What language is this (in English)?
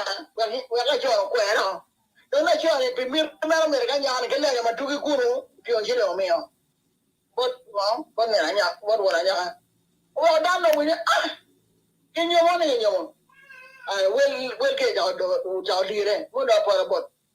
Acoli